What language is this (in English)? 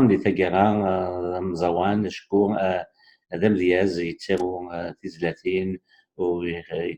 Kabyle